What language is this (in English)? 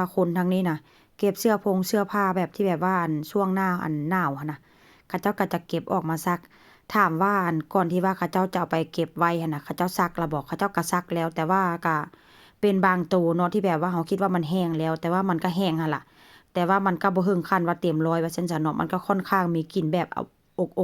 Northeastern Thai